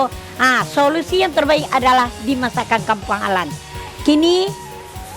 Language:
Minangkabau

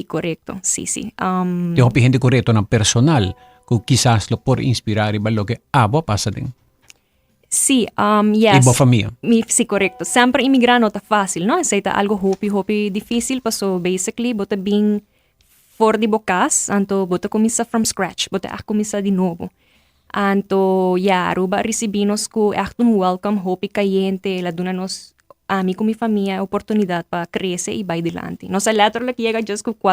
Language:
Papiamento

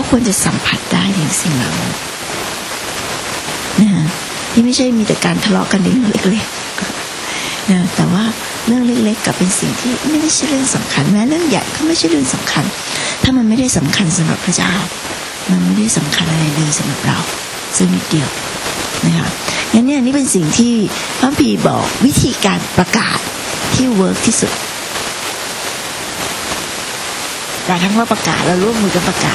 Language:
Thai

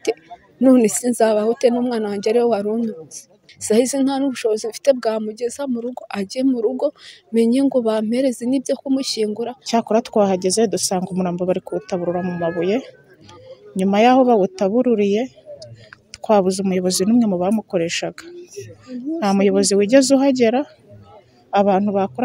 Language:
Kinyarwanda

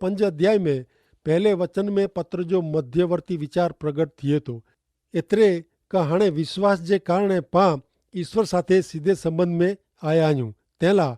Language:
Kachhi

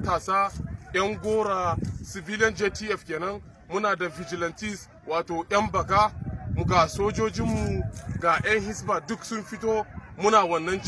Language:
Hausa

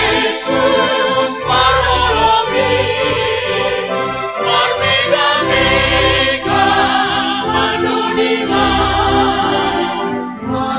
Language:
Batak Simalungun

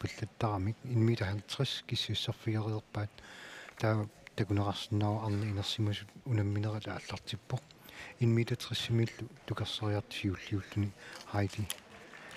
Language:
Kalaallisut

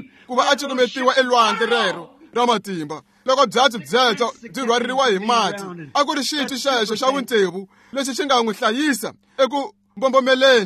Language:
Tsonga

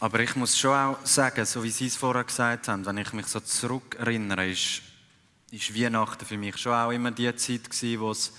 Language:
Swiss German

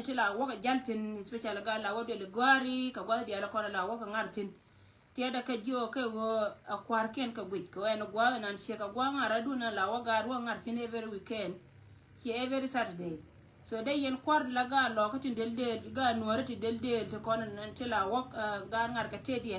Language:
Nuer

